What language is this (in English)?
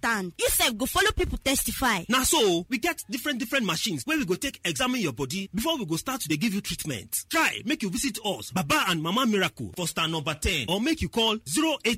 Nigerian Pidgin